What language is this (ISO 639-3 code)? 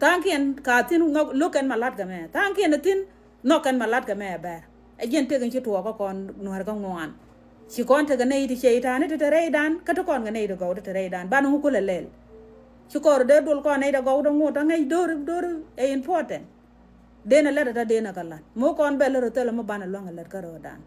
nus